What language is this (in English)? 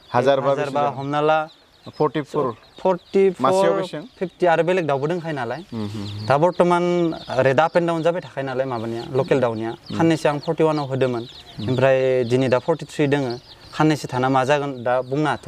Bodo